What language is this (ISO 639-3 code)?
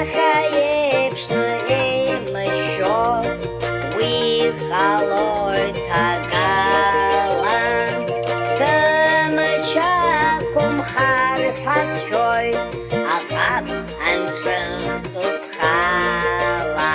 abk